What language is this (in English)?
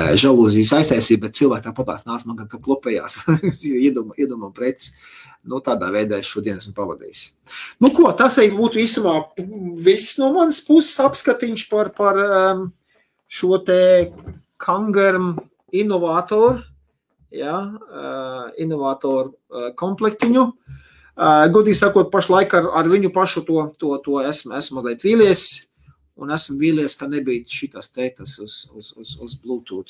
Latvian